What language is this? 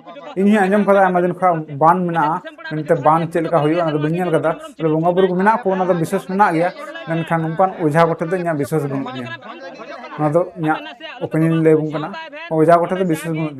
Santali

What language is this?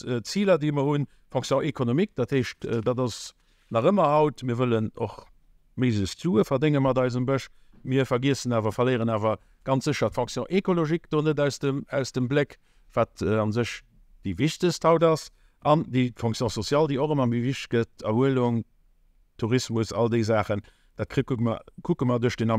Luxembourgish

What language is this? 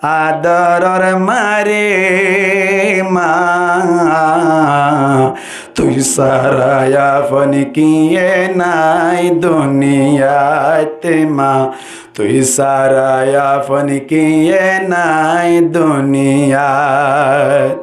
Rohingya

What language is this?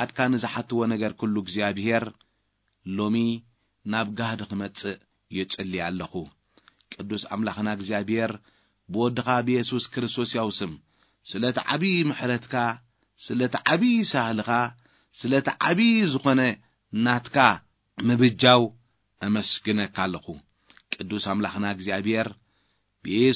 Tigrinya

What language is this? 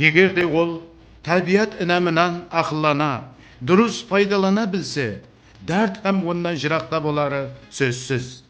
Kara-Kalpak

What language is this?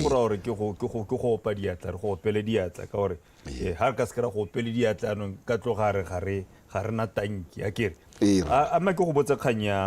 Tswana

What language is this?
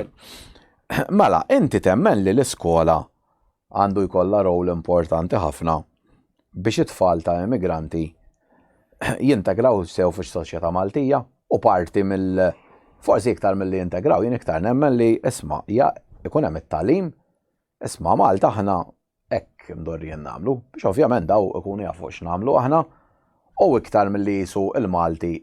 Maltese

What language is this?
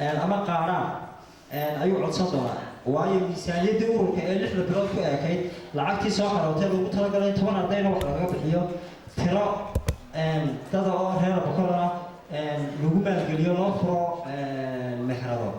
Somali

